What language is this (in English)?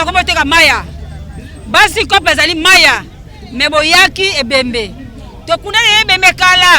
Lingala